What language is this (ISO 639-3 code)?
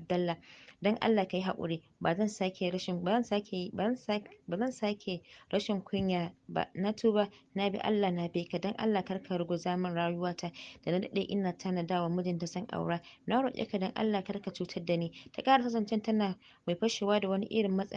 hau